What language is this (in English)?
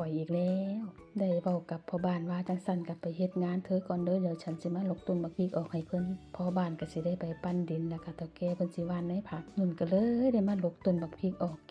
Northeastern Thai